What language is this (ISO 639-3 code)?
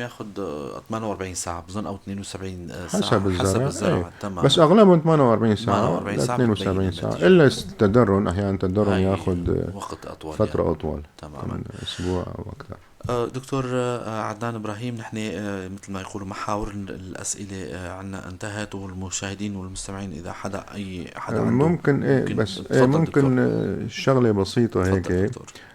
apc